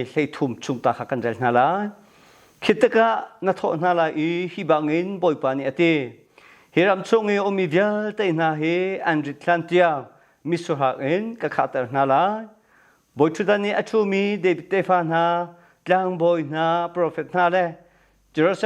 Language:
Hakha Chin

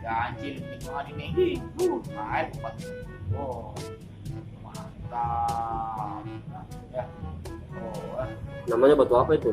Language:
Betawi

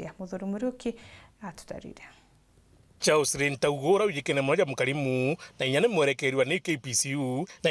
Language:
Meru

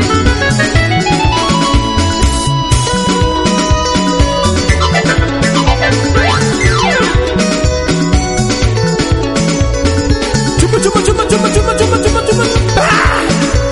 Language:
Swahili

